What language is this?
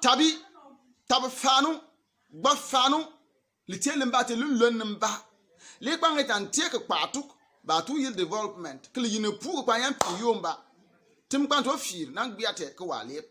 Bimoba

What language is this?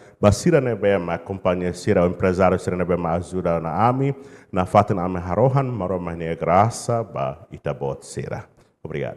Tetum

